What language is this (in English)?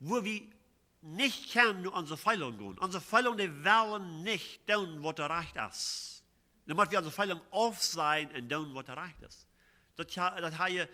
Plautdietsch